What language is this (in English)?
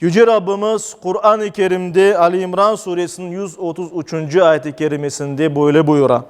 Crimean Tatar